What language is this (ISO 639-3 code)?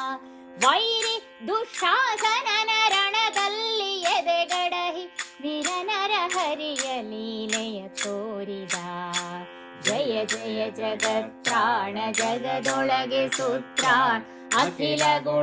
kan